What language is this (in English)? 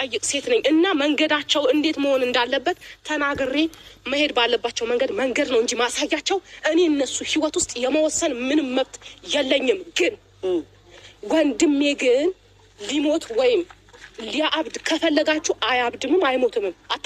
Amharic